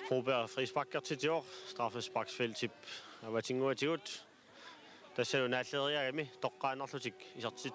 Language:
Kalaallisut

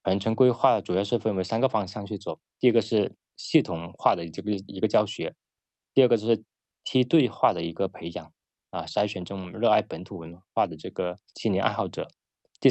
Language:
Chinese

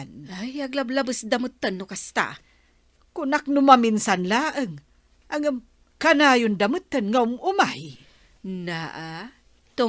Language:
Iloko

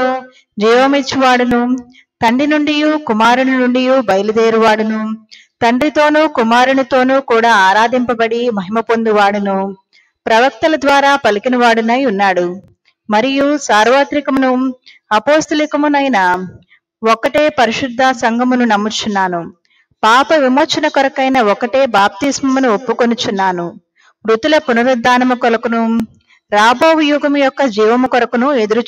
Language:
Telugu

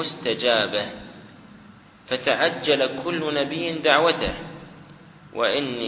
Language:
Arabic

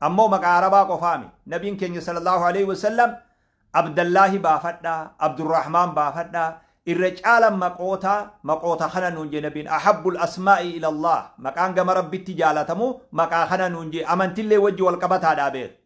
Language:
Oromo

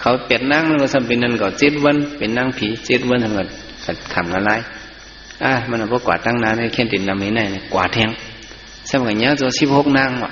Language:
Shan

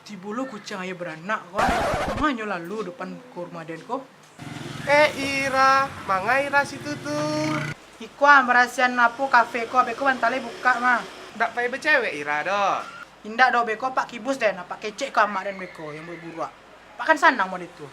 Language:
Minangkabau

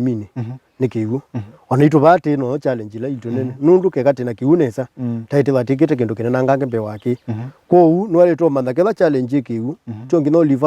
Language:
Kamba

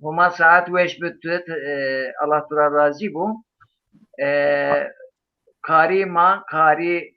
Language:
Zaza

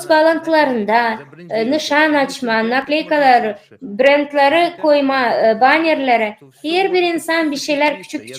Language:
Gagauz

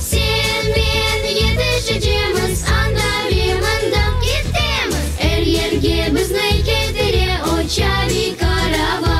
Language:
Crimean Tatar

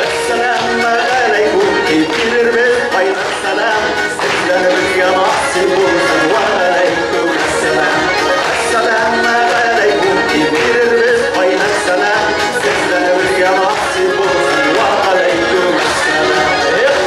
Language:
Bashkir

